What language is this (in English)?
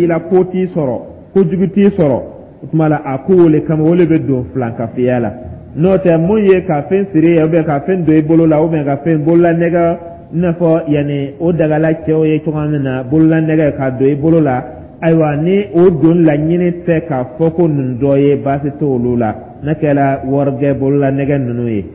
Dyula